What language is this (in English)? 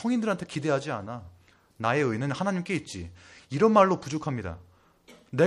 Korean